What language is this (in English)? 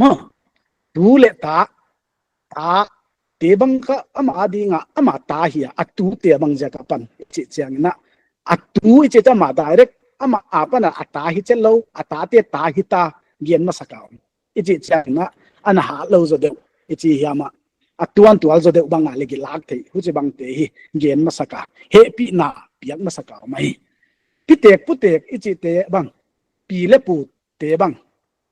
Paite Chin